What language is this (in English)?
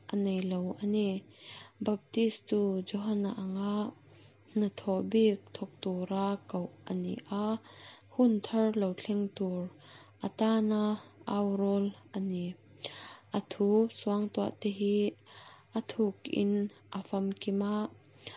Mizo